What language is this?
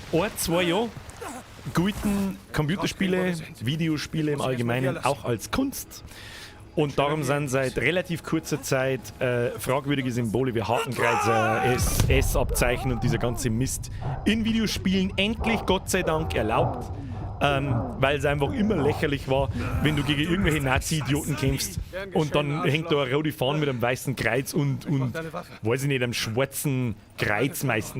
Bavarian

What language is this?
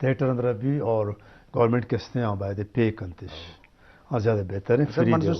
Eastern Balochi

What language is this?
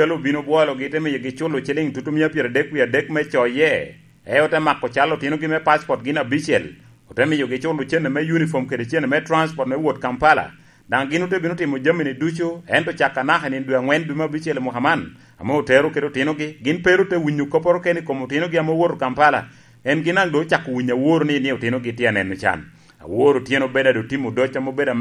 Lango (Uganda)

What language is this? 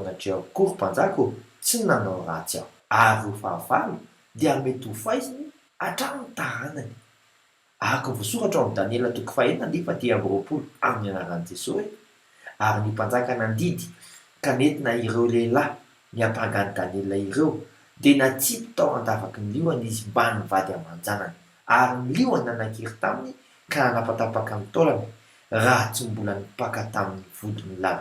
Malagasy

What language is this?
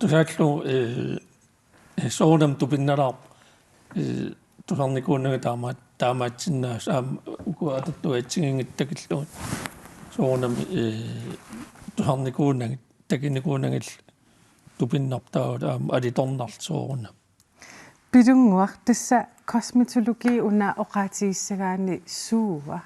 Kalaallisut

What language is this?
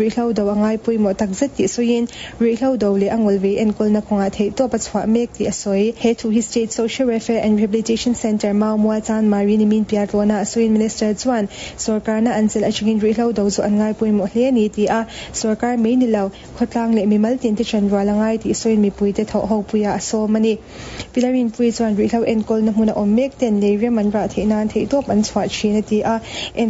Mizo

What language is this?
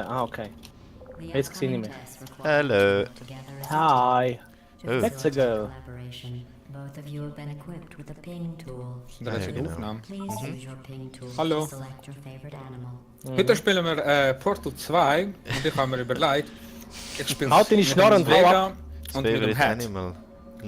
Swiss German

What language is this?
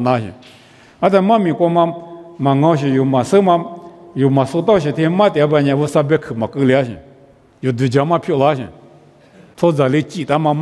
Lisu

